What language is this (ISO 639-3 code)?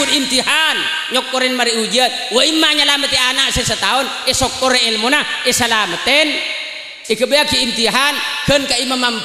mad